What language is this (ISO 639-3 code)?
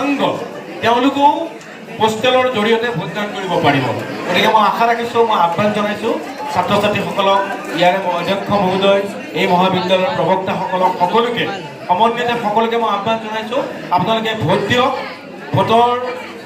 asm